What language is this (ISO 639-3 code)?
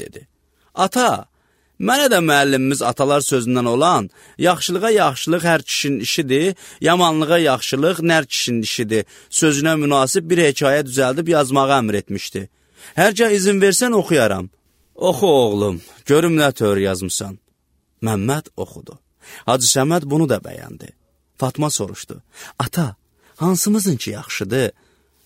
aze